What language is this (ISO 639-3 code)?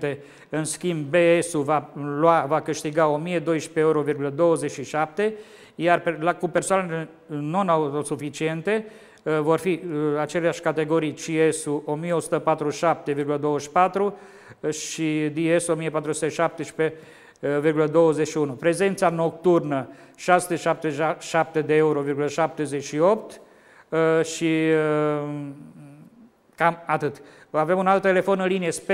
ron